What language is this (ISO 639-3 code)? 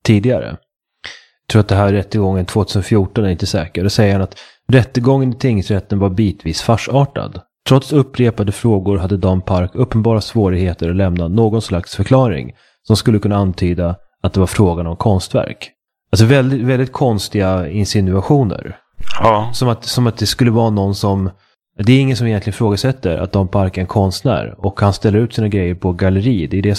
swe